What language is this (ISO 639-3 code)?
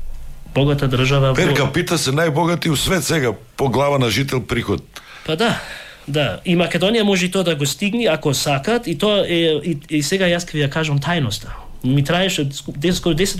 mkd